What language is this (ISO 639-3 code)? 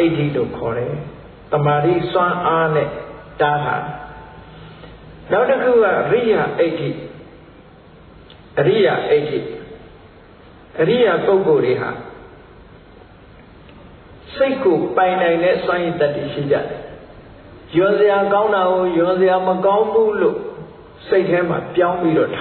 mya